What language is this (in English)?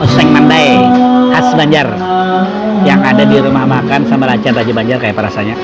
Banjar